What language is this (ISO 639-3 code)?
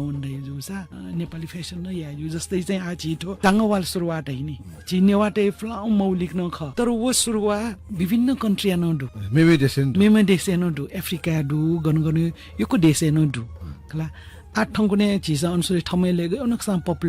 new